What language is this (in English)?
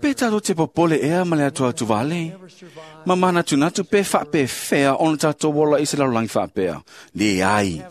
Samoan